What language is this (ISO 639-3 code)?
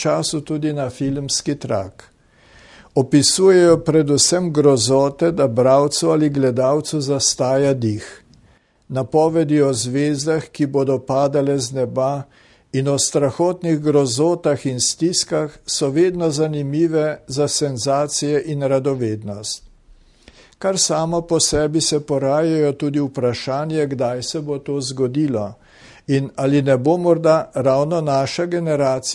slv